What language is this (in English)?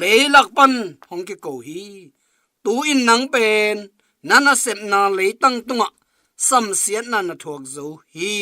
Tedim Chin